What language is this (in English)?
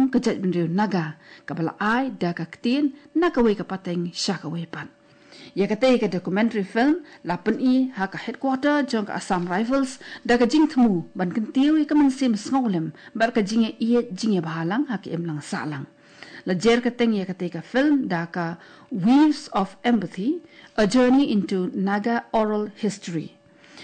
Khasi